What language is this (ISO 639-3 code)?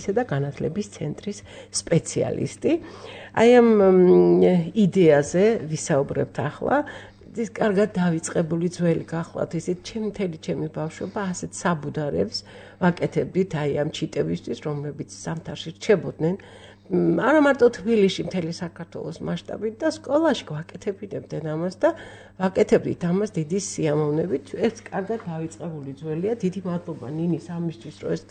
kat